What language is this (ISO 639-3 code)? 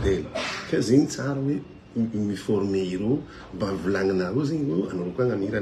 mlg